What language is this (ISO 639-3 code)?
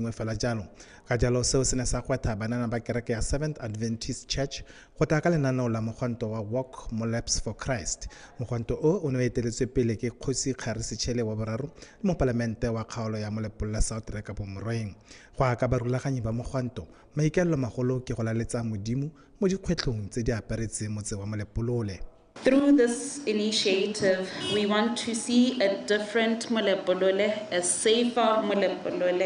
tsn